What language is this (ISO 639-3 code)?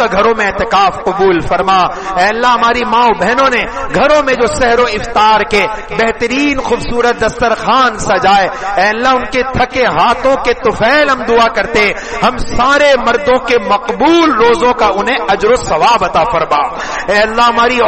urd